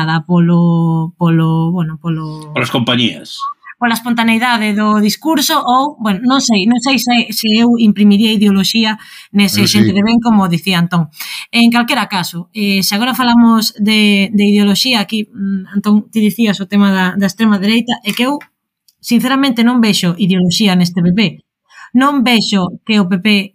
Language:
Galician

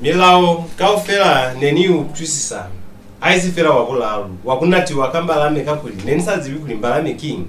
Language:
Lozi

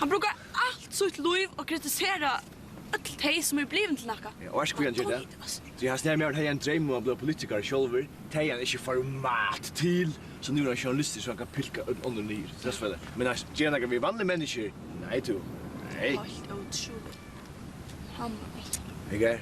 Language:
Faroese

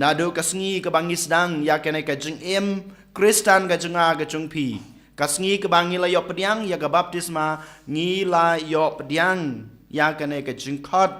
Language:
Khasi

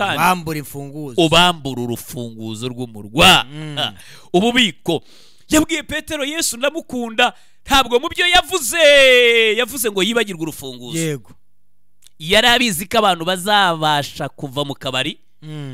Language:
Kinyarwanda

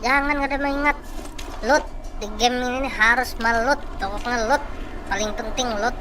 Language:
Banjar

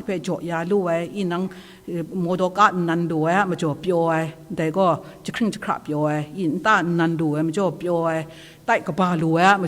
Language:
Kachin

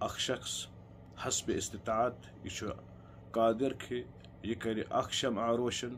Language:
Kashmiri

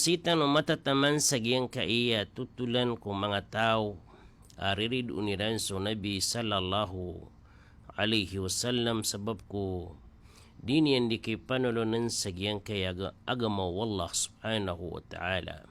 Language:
Maranao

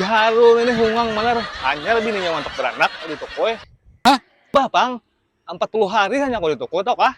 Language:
Banjar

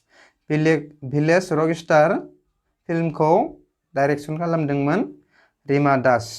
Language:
Bodo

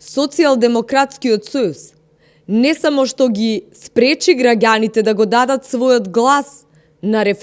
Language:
Macedonian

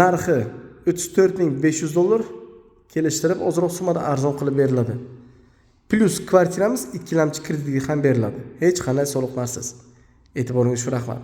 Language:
Uzbek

